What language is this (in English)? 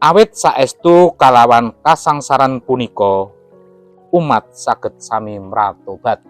Javanese